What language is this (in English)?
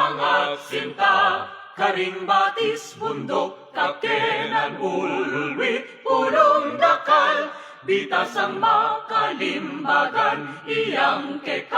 Pampanga